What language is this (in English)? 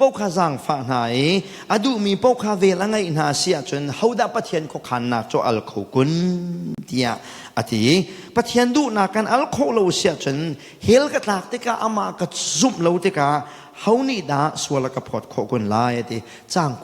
Hakha Chin